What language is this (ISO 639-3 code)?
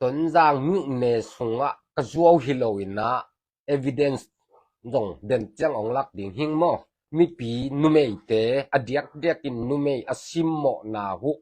ctd